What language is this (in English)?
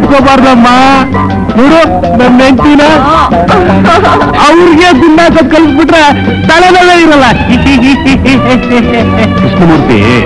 Kannada